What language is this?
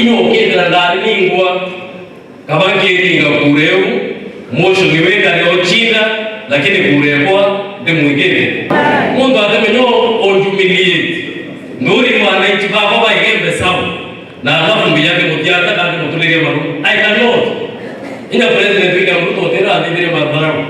Meru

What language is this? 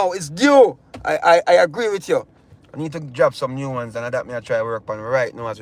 Jamaican Creole English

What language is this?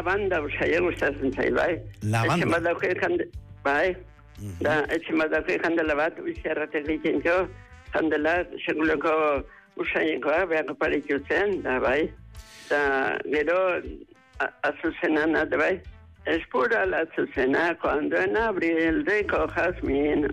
Basque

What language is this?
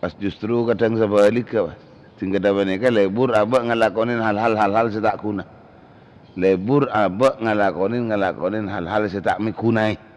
Madurese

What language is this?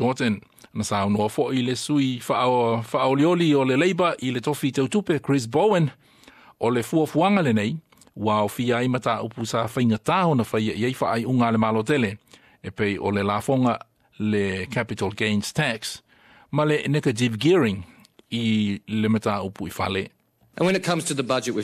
Samoan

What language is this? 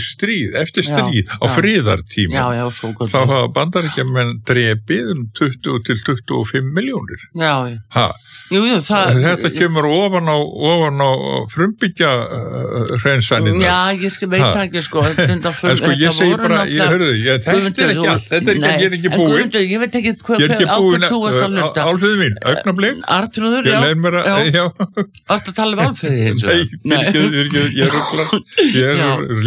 Icelandic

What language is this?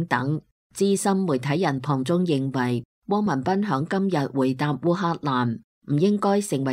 Cantonese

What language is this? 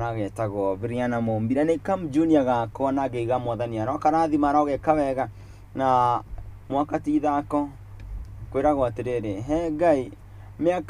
Kikuyu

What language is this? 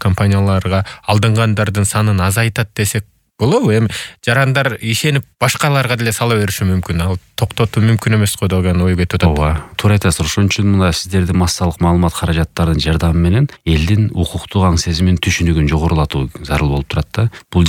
Kyrgyz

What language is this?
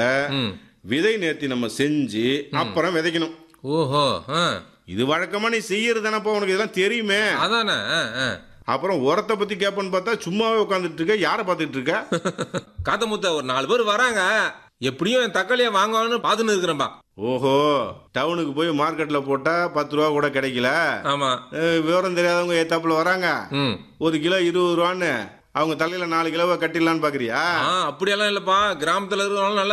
Tamil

